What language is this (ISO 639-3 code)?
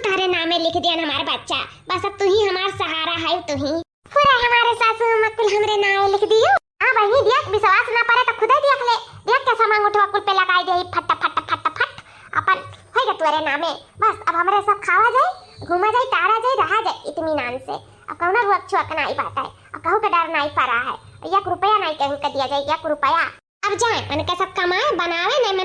awa